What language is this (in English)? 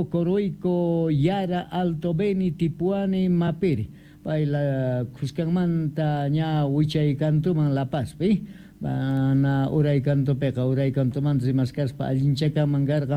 South Bolivian Quechua